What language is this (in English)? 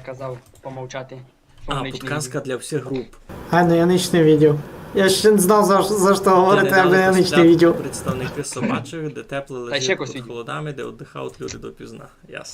Rusyn